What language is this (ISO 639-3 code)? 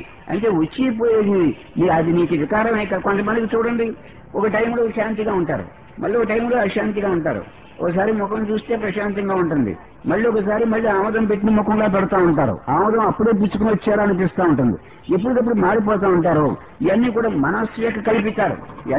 tel